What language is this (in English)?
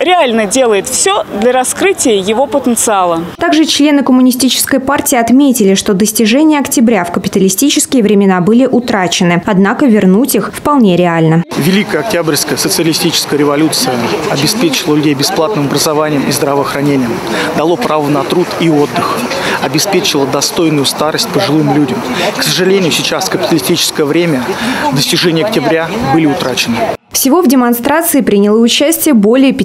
Russian